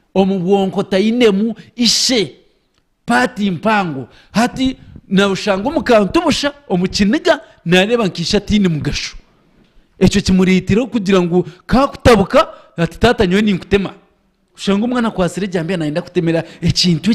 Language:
Nyankole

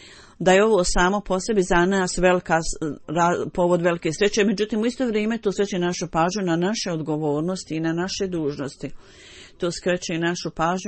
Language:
Bosnian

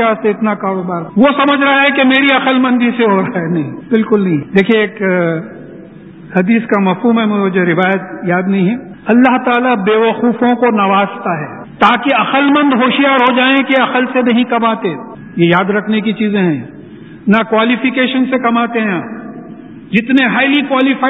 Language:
Urdu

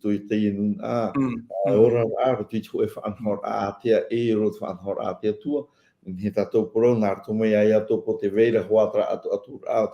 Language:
Tahitian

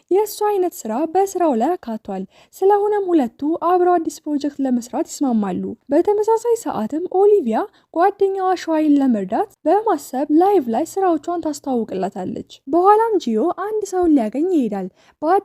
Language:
Amharic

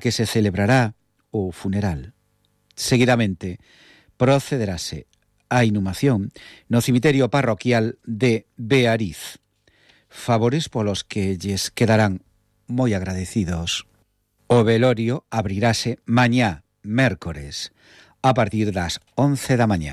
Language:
Galician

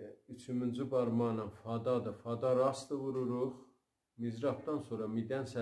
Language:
South Azerbaijani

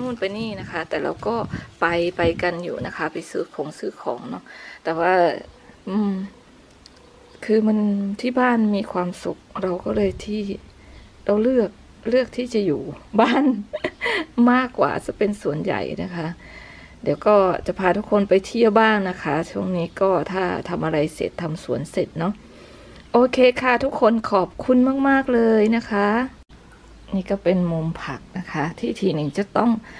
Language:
Thai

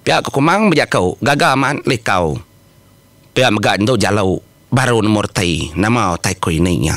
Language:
Iban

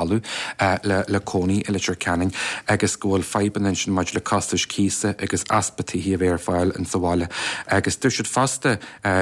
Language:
Irish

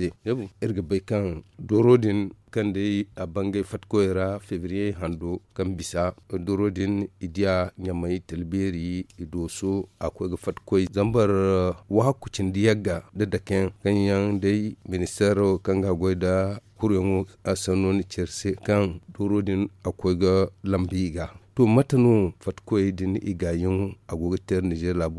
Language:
Zarma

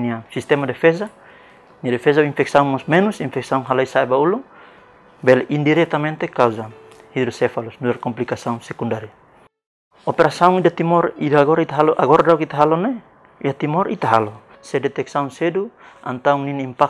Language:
Tetum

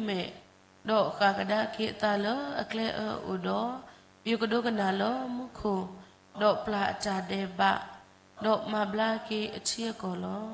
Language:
S'gaw Karen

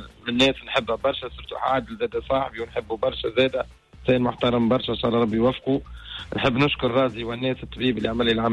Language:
Tunisian Arabic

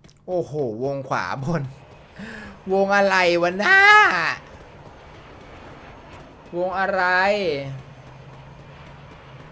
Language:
Thai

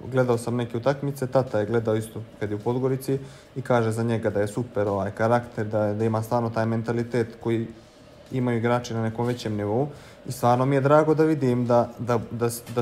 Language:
Bosnian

